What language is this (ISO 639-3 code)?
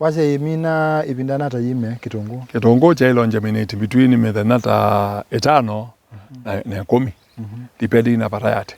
kam